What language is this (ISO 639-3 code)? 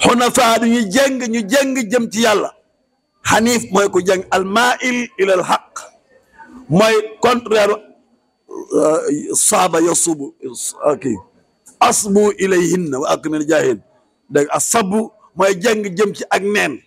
wol